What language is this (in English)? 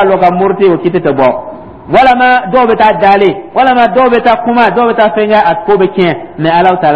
Dyula